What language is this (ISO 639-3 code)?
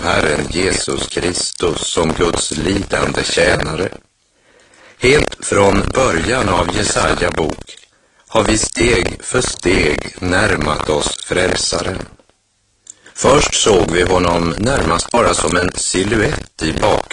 swe